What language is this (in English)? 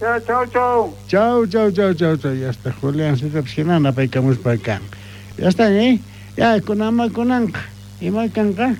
South Bolivian Quechua